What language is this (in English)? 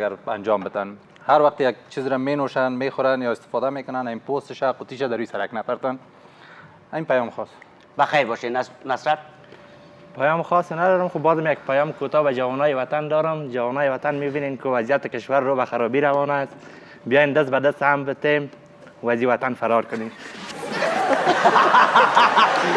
Persian